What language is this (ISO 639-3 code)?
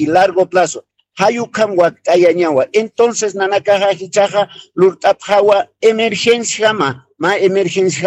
aym